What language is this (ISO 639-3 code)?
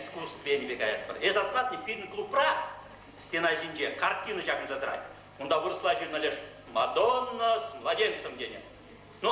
chv